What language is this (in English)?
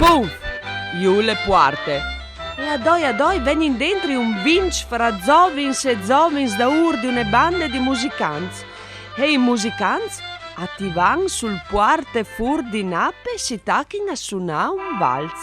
Friulian